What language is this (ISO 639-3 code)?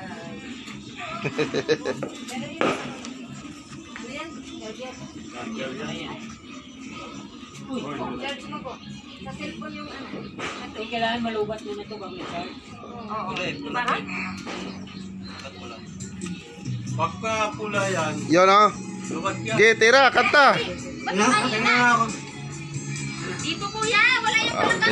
fil